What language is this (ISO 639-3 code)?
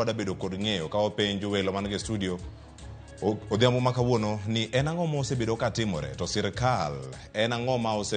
luo